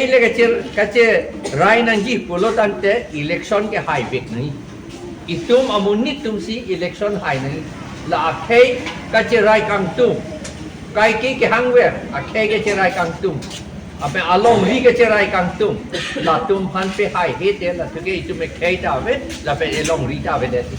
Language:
Karbi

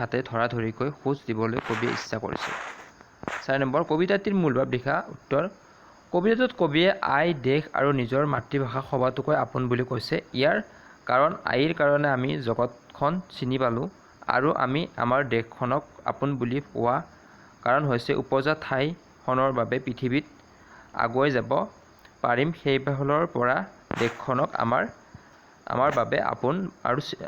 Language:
Assamese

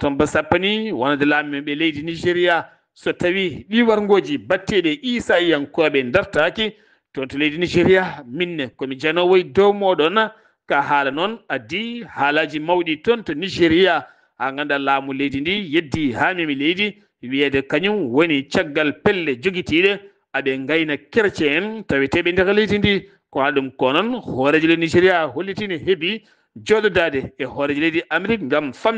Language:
Fula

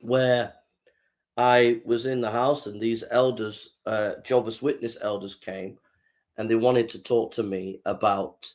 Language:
English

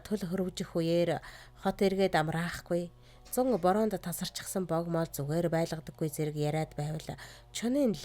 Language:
Mongolian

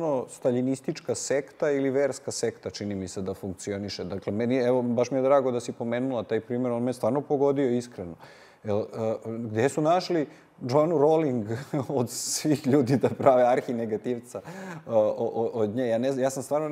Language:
Serbian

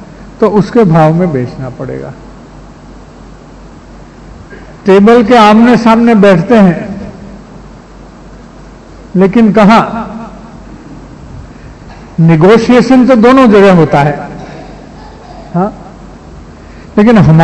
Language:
Hindi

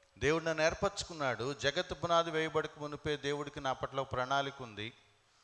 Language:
Telugu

